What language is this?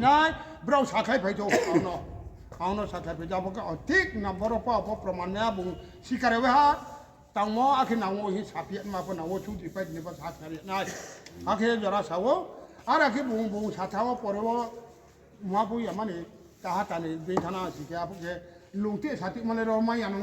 Riang (India)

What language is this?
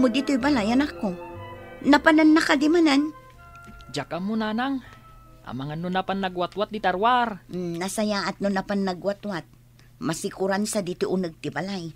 Iloko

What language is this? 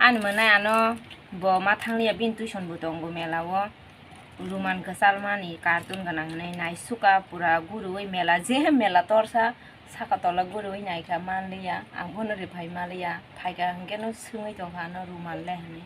Kok Borok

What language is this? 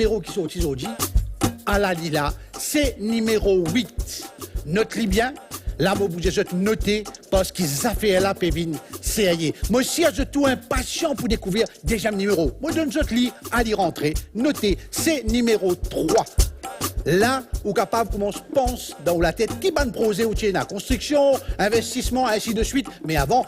Morisyen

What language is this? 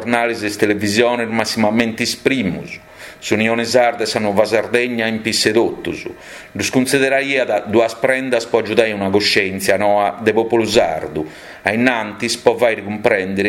Sardinian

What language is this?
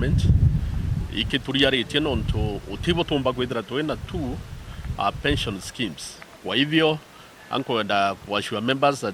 Meru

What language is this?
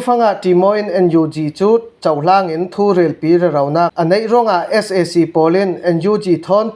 Falam Chin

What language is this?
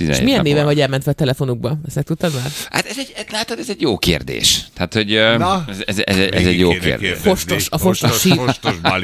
Hungarian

